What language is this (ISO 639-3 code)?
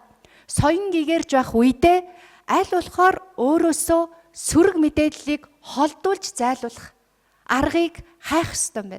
mon